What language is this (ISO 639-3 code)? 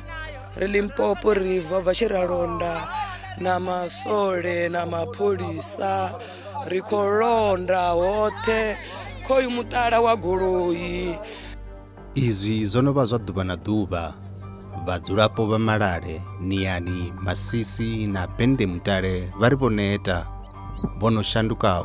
ven